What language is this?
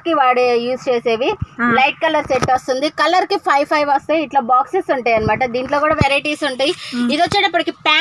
Telugu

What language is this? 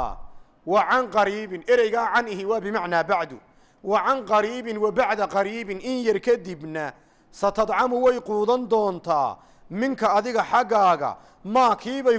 Somali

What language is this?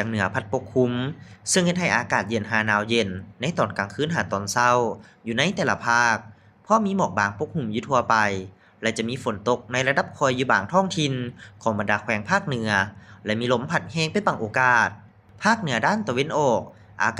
Lao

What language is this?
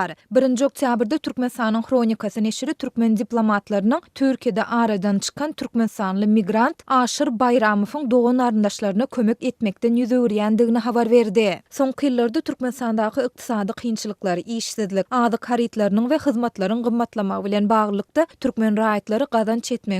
Turkmen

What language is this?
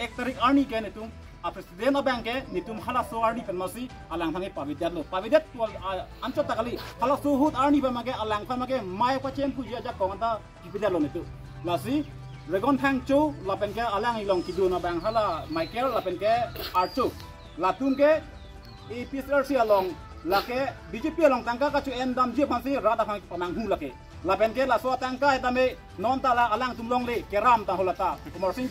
Karbi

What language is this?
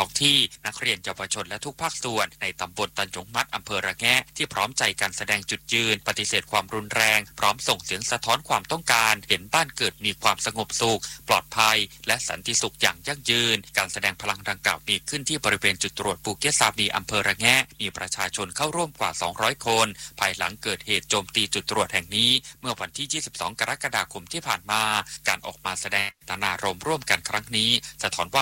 Thai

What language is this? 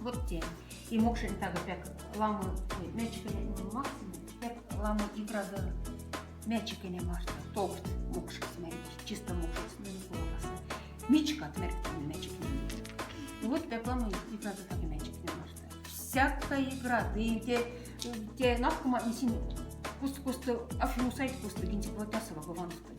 Moksha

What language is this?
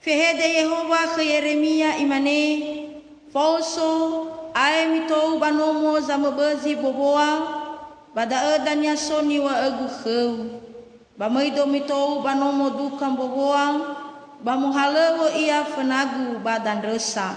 Nias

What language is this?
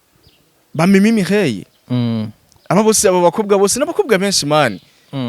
Rundi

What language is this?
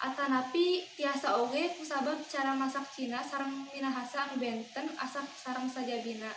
Sundanese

